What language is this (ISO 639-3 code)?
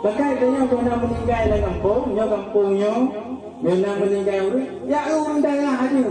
ace